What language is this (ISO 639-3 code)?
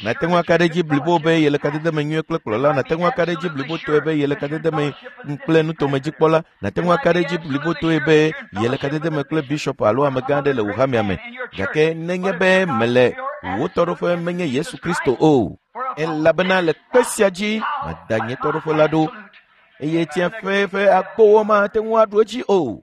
ewe